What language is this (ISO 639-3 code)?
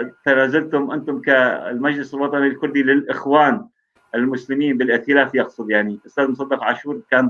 apc